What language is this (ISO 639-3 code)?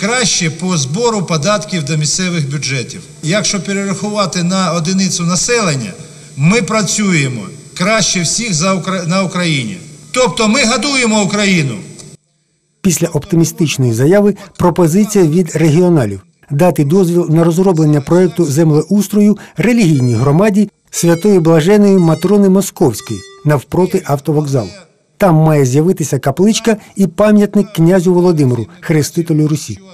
ukr